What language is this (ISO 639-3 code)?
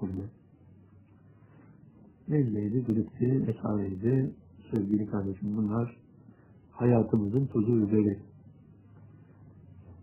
tur